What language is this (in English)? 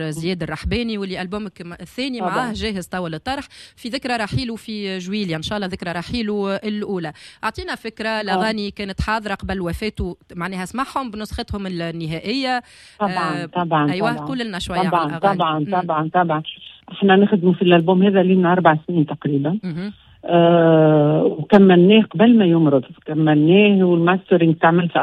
Tunisian Arabic